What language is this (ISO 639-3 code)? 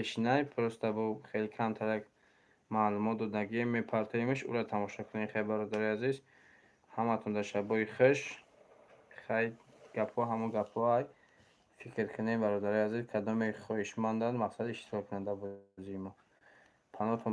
tgk